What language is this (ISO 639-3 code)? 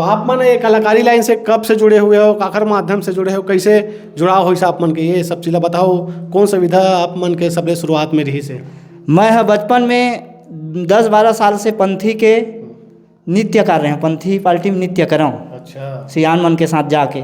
hne